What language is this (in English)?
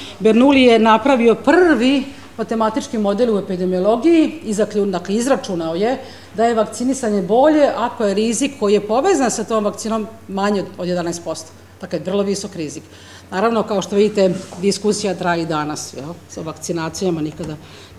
Serbian